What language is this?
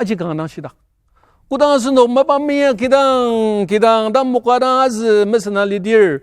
Ao Naga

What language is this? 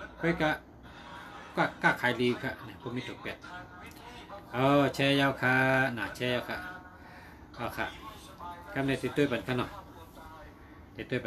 Shan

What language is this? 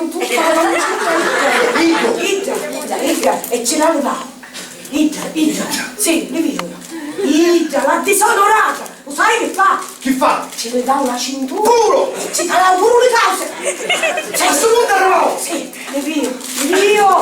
Sicilian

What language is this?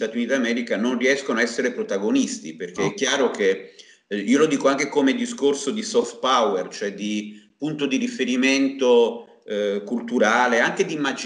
Italian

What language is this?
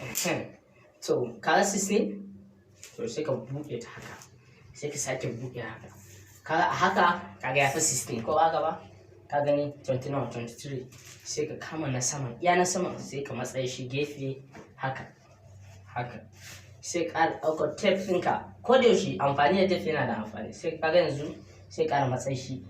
Hausa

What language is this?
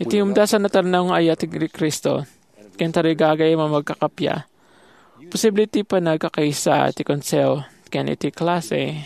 Iloko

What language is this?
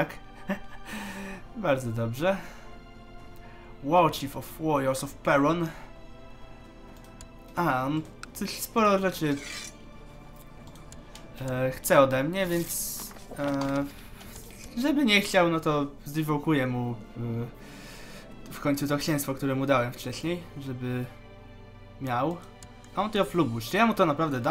Polish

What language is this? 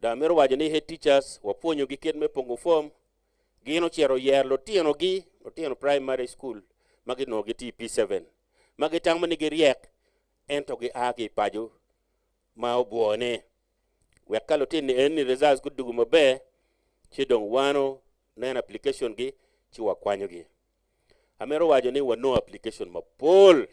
Acoli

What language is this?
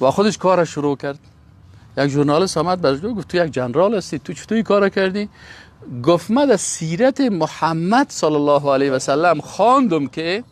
Persian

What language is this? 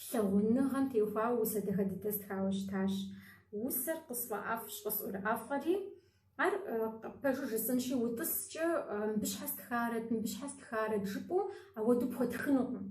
Kabardian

